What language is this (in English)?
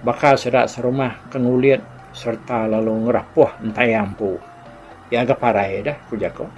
Iban